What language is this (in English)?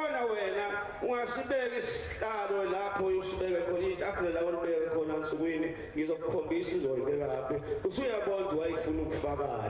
Zulu